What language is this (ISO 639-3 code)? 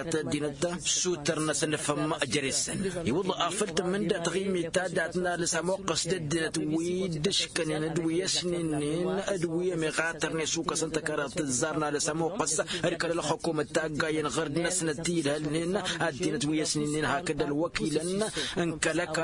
taq